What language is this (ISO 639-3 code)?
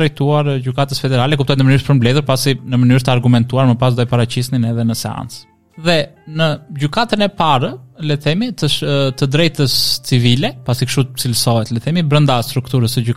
sqi